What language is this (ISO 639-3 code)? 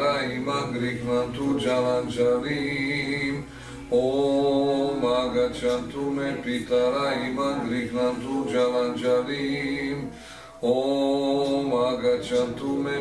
hrv